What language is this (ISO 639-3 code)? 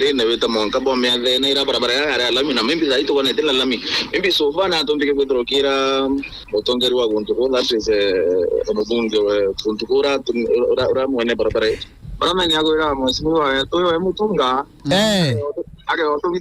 mer